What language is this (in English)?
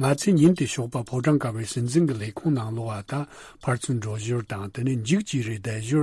Tibetan